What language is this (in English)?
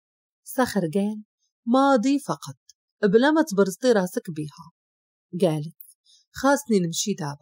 Moroccan Arabic